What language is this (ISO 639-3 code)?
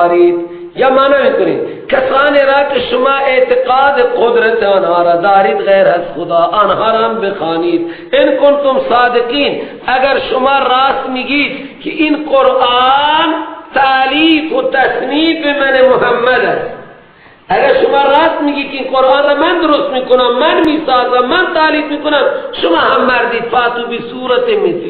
fas